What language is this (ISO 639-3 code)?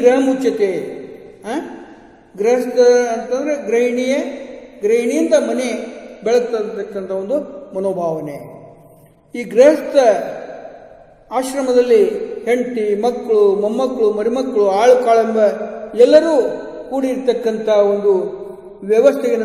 kan